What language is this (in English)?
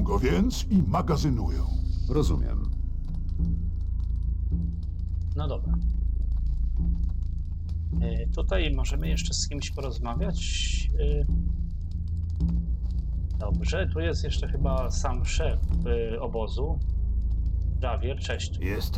Polish